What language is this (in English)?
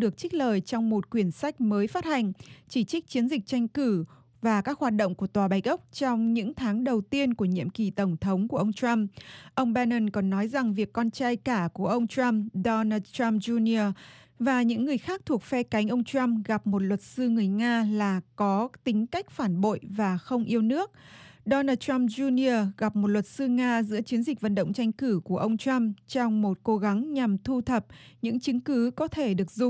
Vietnamese